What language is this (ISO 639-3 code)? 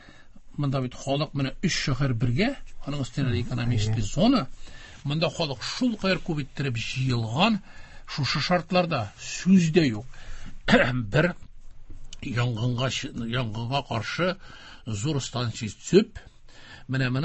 tat